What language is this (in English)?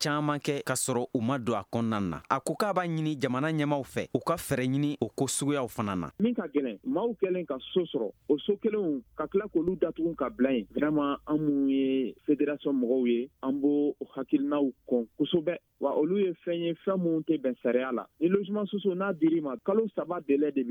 Bambara